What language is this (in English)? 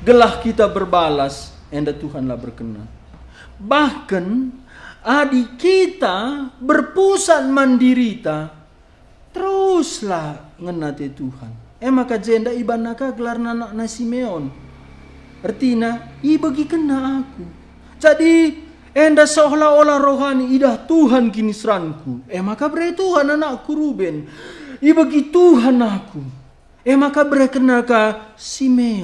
Batak Karo